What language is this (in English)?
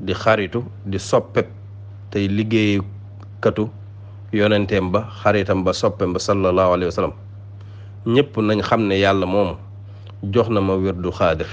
Wolof